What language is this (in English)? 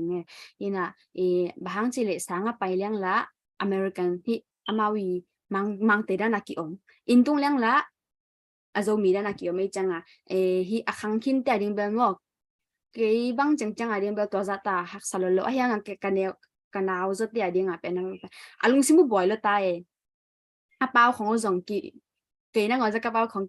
Tedim Chin